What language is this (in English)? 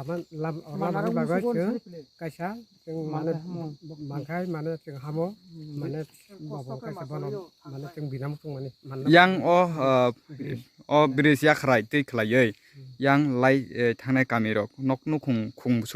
Riang (India)